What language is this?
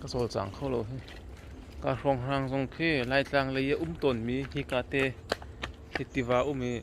Hakha Chin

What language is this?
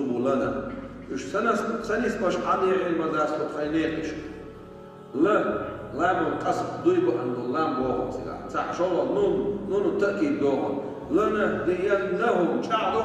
Chechen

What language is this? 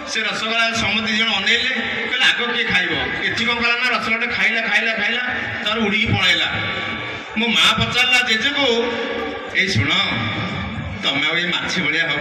Odia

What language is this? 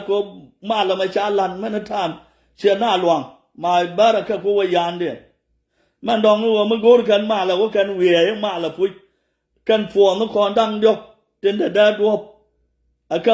Nuer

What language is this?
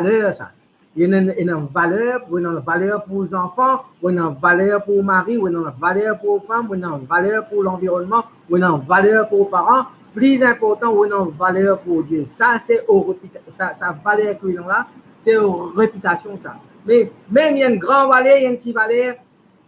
Morisyen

